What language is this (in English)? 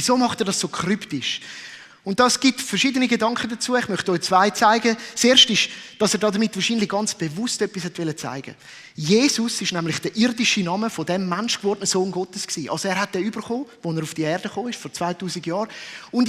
Swiss German